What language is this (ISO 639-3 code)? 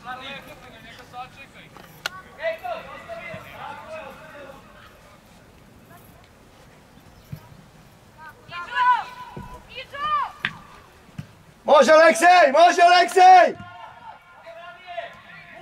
srp